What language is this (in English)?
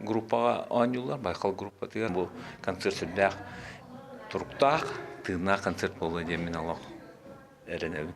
Yakut